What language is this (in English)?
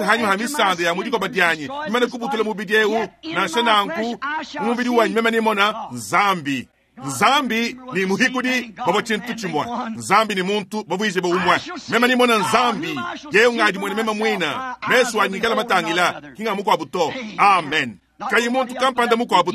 Luba-Lulua